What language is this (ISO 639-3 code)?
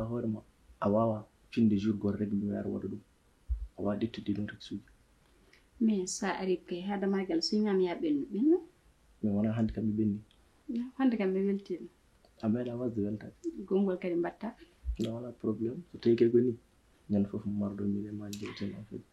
ful